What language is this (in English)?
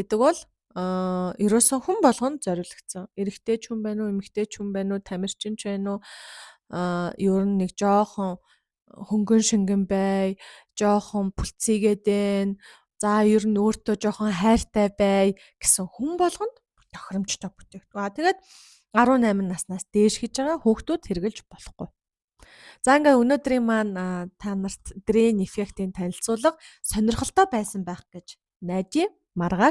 Mongolian